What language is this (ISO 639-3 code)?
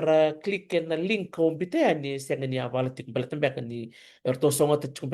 fij